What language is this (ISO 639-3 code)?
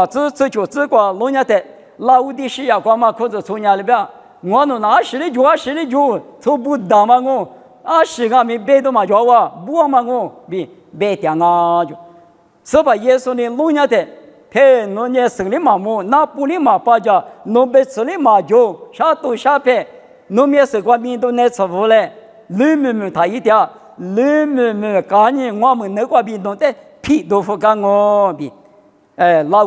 lis